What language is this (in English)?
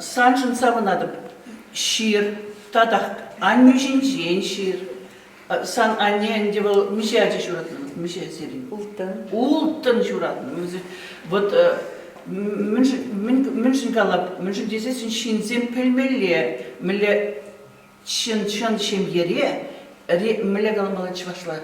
Chuvash